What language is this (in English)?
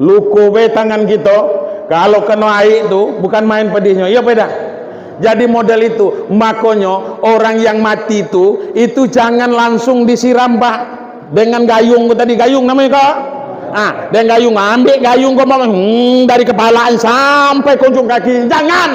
Minangkabau